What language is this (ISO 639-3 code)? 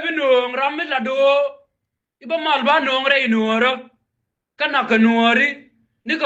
nus